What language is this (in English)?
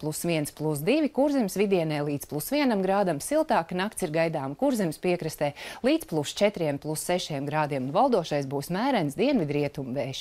Latvian